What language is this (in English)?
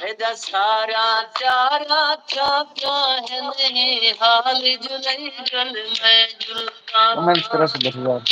Saraiki